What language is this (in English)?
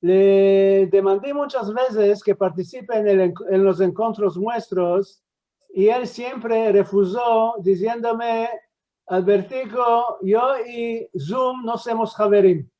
Ladino